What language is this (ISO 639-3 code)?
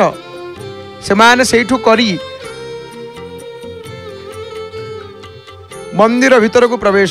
ori